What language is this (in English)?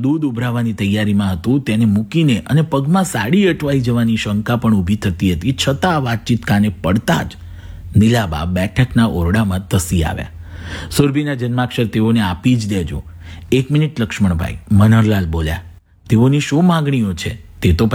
Gujarati